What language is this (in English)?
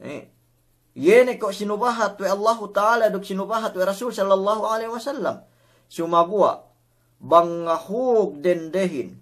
Yakan